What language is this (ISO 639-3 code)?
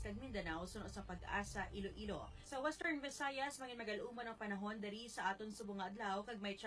hil